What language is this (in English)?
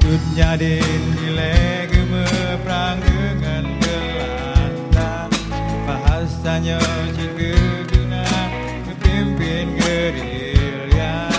Achinese